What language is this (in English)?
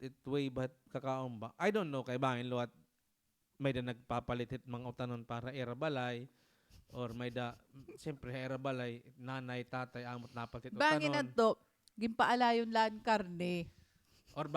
Waray